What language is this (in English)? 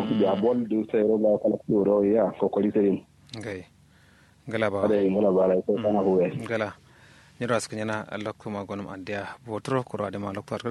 Kanuri